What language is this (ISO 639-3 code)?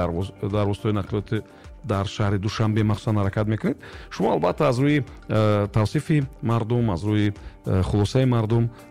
tgk